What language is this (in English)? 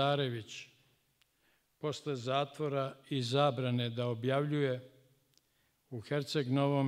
Serbian